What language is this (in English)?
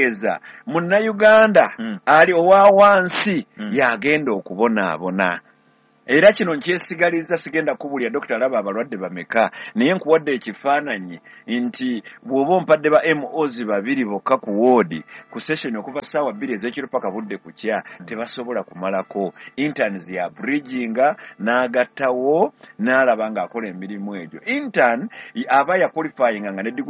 Ganda